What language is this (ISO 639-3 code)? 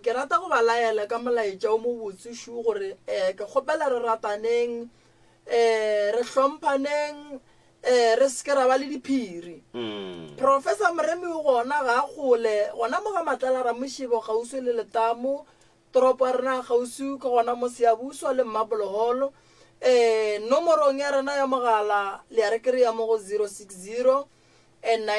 nso